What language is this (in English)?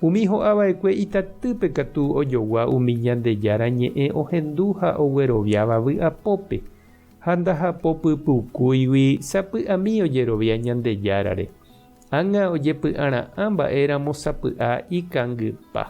Guarani